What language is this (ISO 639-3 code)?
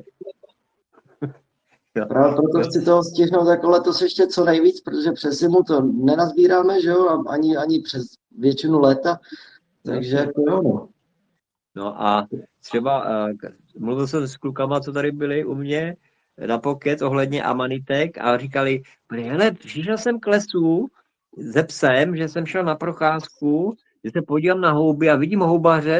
ces